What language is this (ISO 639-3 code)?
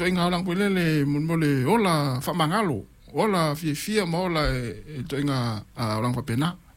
smo